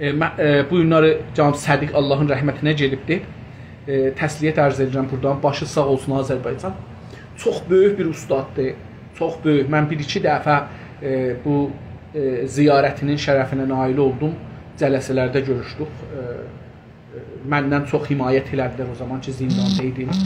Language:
South Azerbaijani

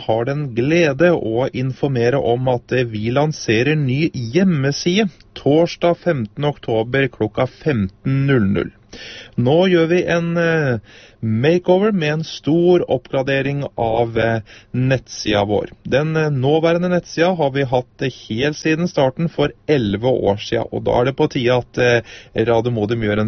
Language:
Norwegian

